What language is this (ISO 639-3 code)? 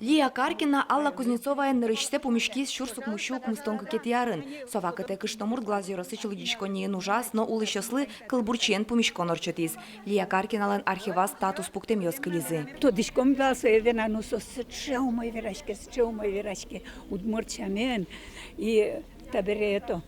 udm